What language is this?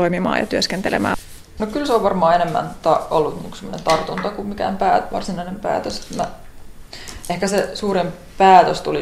Finnish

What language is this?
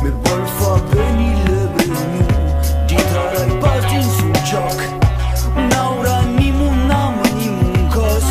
Occitan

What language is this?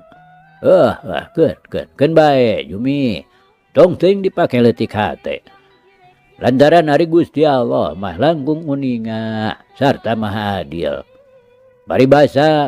Sundanese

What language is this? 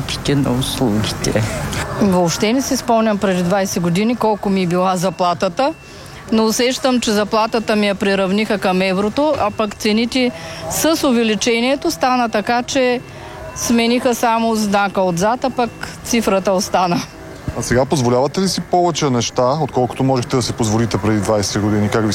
Bulgarian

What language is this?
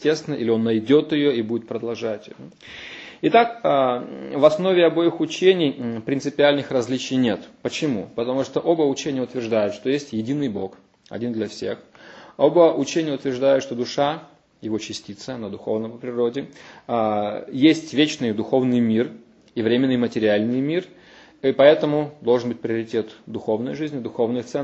Russian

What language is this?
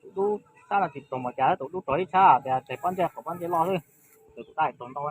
Hmong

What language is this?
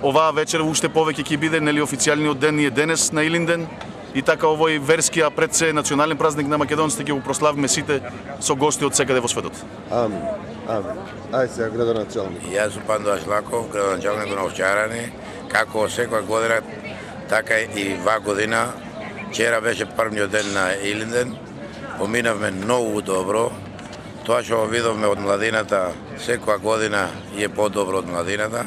Macedonian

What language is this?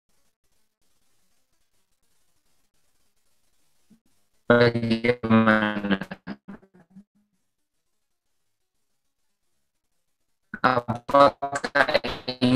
Indonesian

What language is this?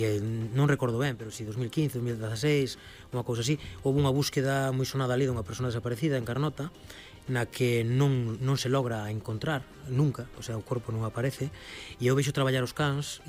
Galician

